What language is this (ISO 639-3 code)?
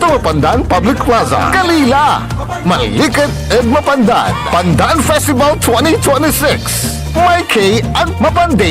pag